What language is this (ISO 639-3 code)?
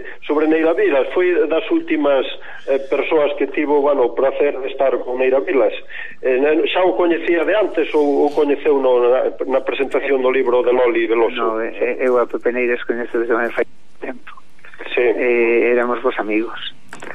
glg